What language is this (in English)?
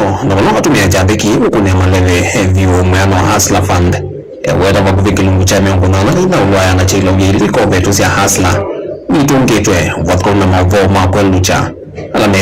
Kamba